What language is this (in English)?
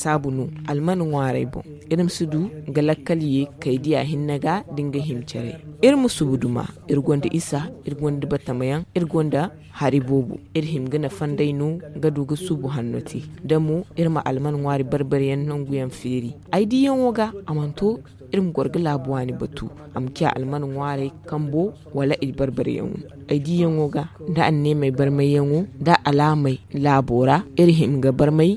Zarma